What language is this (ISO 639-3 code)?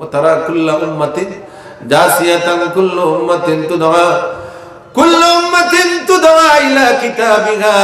syl